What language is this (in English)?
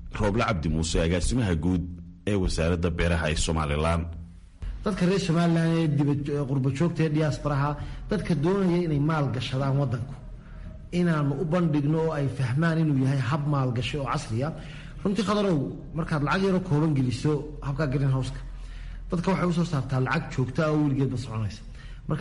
Somali